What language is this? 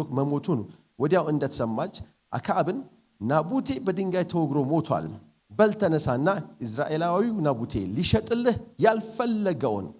Amharic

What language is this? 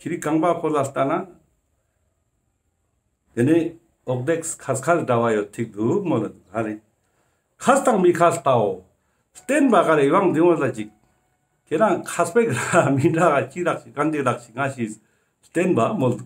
Ladakhi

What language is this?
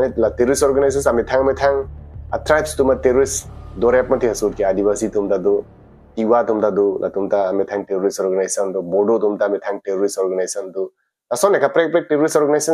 Karbi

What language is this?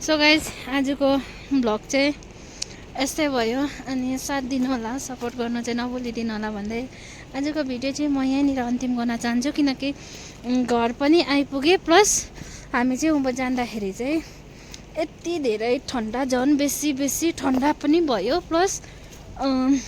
Nepali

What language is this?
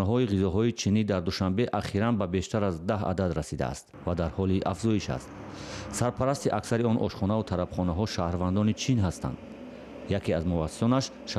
Tajik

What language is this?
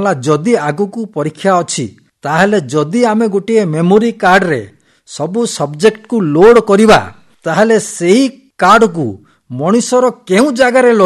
Odia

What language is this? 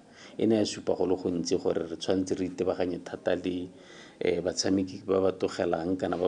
Tswana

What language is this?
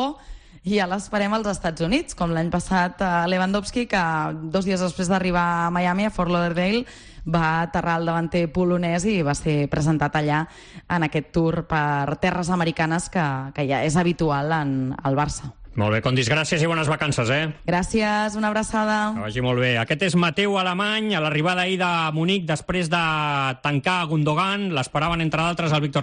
Catalan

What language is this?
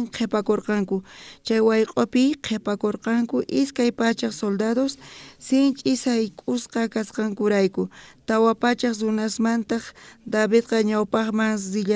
South Bolivian Quechua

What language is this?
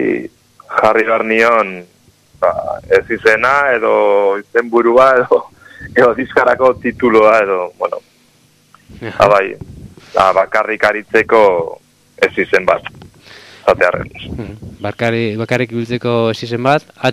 Basque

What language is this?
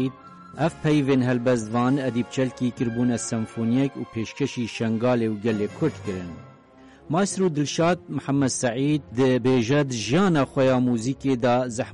Kurdish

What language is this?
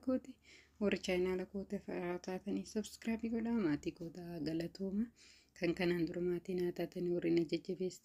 Oromo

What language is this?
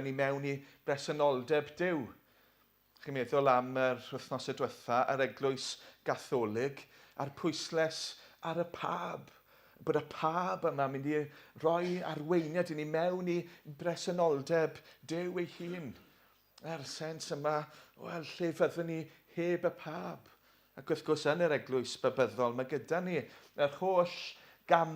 Welsh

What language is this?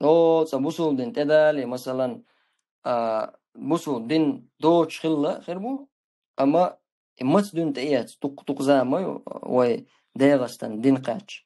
Chechen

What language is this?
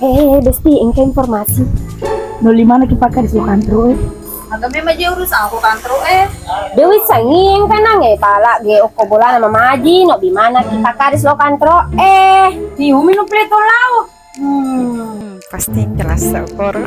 Buginese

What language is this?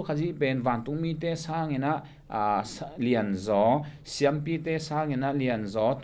Tedim Chin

